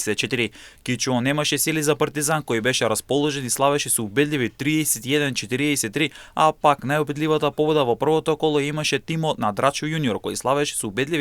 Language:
Macedonian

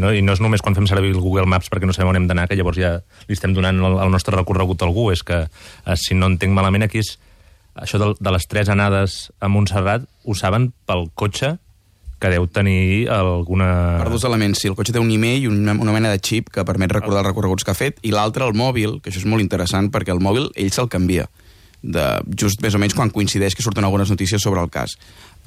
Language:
Catalan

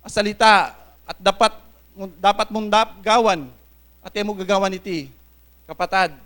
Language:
Pampanga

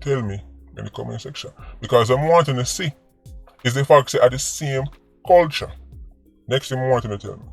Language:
Jamaican Creole English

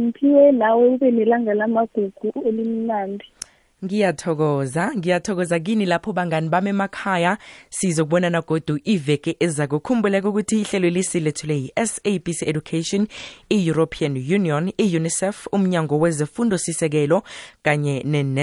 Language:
South Ndebele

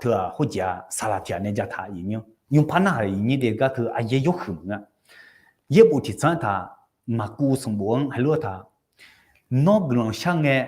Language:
Akha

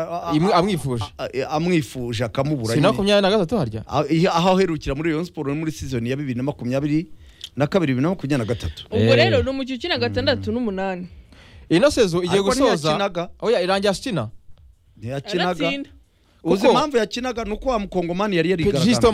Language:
Kinyarwanda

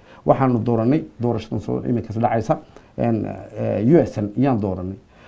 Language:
Somali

